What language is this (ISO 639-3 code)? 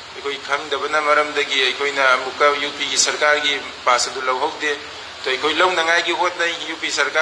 mni